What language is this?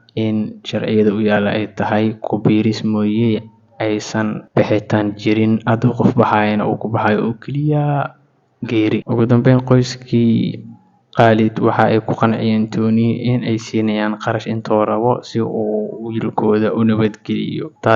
Somali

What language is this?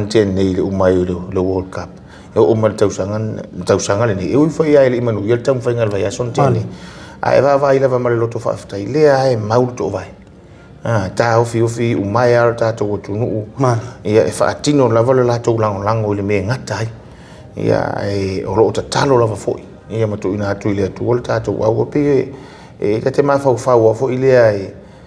Samoan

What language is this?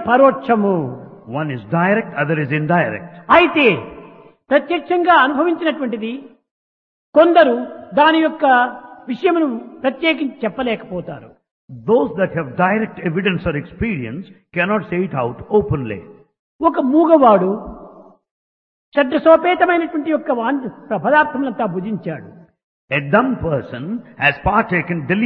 Telugu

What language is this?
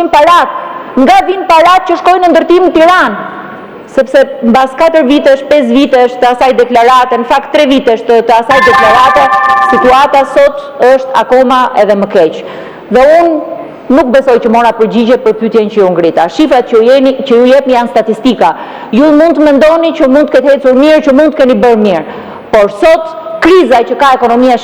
Albanian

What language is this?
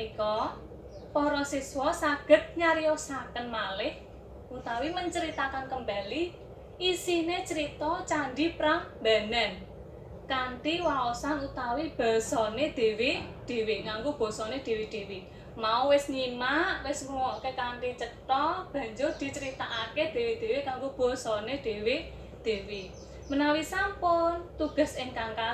Javanese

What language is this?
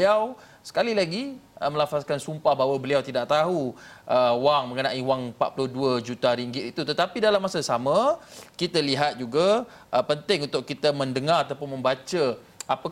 Malay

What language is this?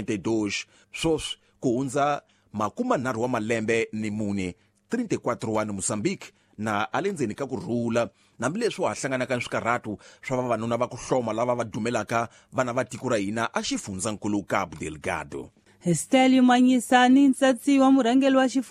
Tsonga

